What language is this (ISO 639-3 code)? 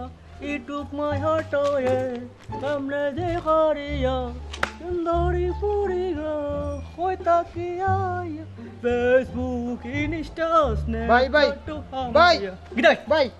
syl